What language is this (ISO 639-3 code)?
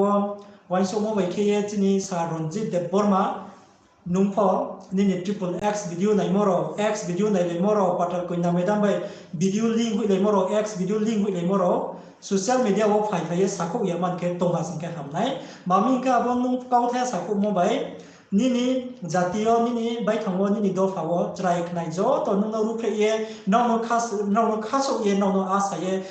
ria